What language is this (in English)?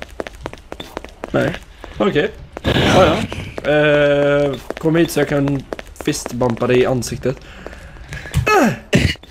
Swedish